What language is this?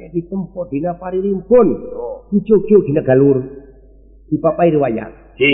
Sundanese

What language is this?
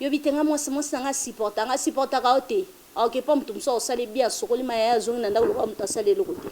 Lingala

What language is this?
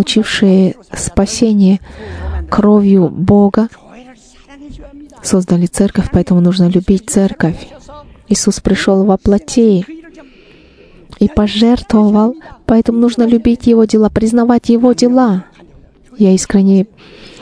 Russian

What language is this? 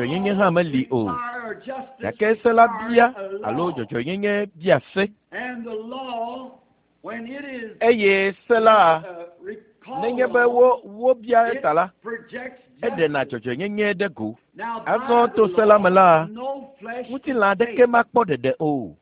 Ewe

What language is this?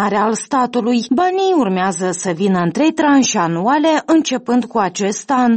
Romanian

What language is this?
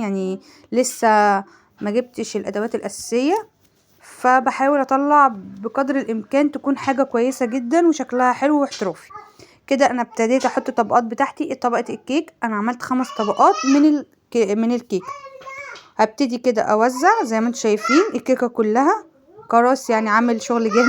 Egyptian Arabic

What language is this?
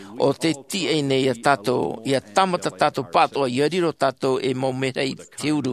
Tahitian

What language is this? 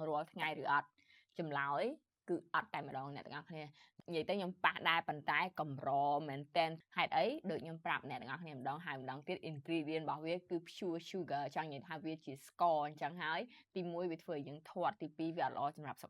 Khmer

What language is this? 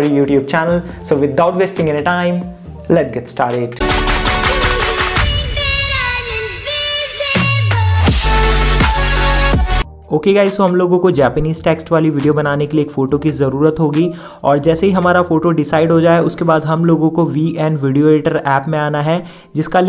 Hindi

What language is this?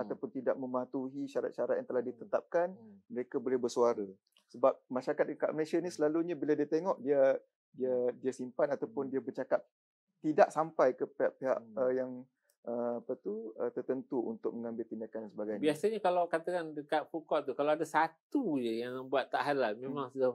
Malay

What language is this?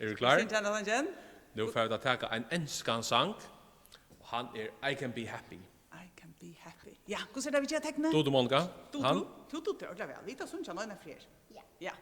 Faroese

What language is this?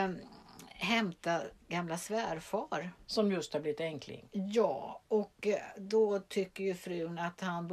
Swedish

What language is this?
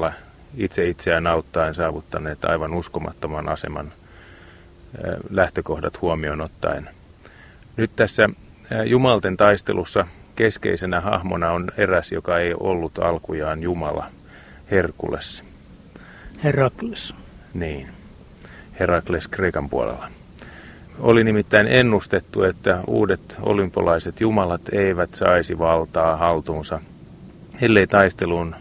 Finnish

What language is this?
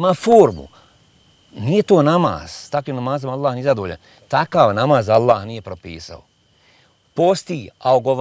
Bosnian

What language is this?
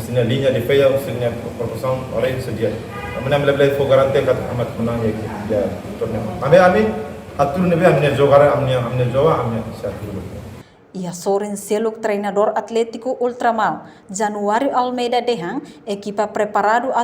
Tetum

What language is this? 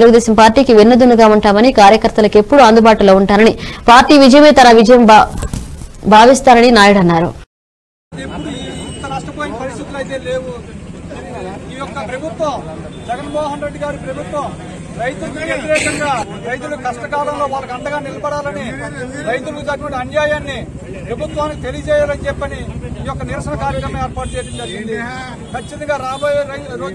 Telugu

